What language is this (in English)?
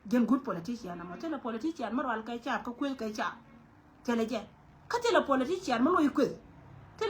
Nuer